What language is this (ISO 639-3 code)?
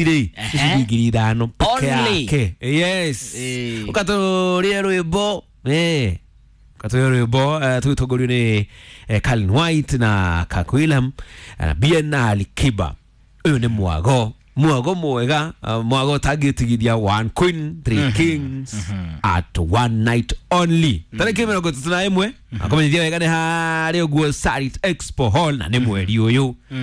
kik